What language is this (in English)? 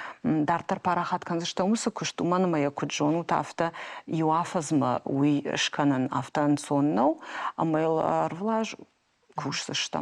Ossetic